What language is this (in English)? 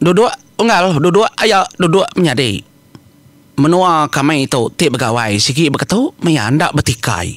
Iban